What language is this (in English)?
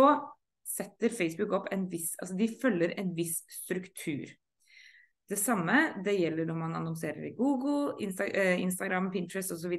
Norwegian